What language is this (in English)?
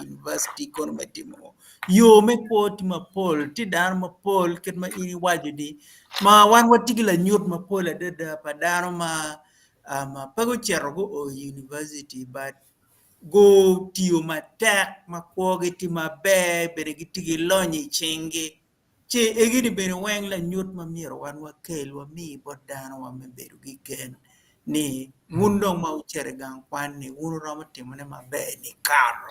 Acoli